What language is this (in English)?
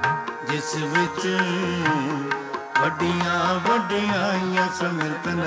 Punjabi